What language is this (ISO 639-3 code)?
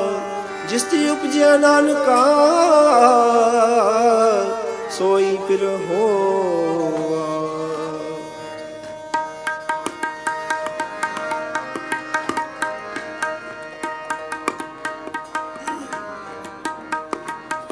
pan